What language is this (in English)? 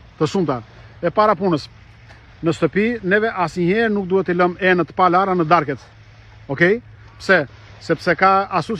Albanian